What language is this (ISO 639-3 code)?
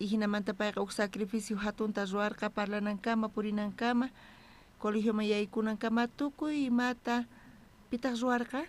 quh